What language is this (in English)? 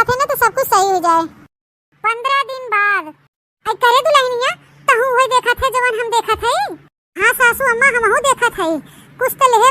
Awadhi